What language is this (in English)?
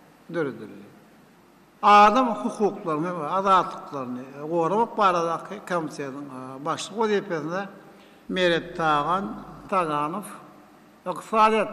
Turkmen